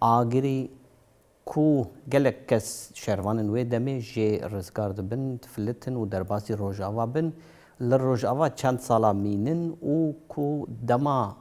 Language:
Kurdish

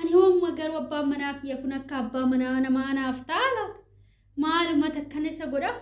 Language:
Oromo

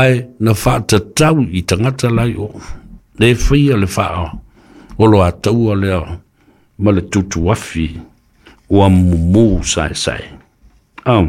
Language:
Samoan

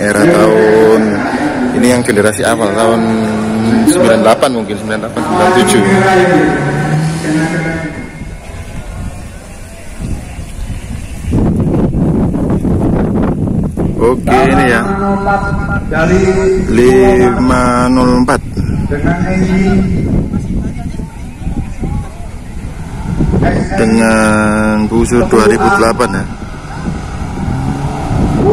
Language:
Indonesian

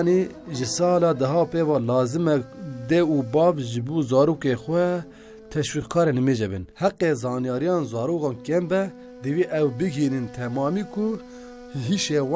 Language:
Kurdish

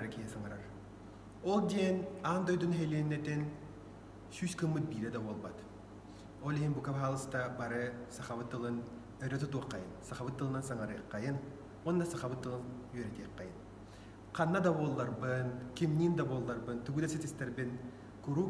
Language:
Yakut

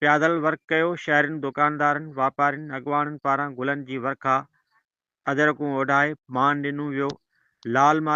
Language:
Sindhi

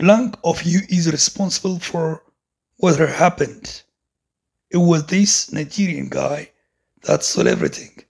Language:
Amharic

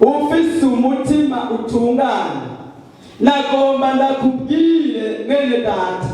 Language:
Rundi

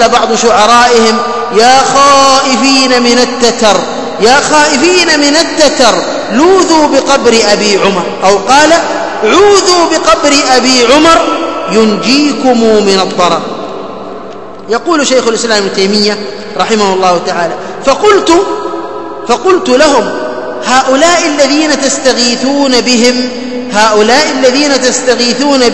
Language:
Arabic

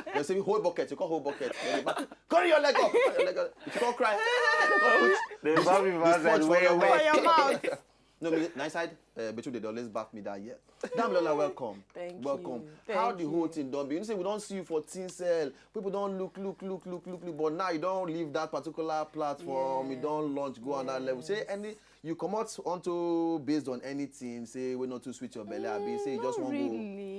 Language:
Nigerian Pidgin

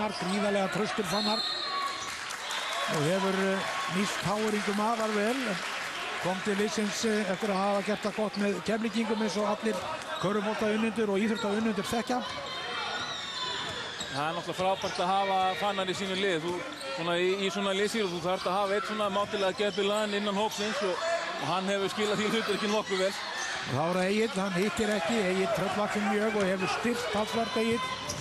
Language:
Icelandic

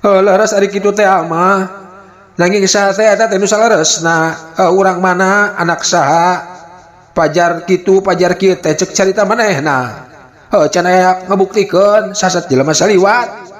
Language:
Sundanese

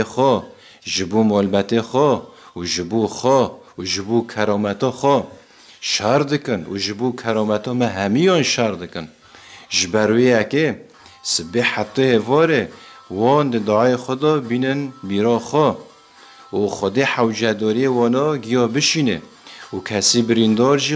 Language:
Kurdish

